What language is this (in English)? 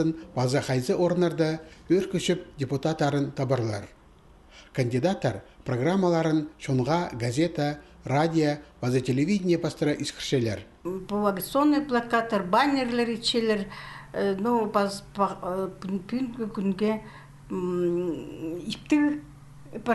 Khakas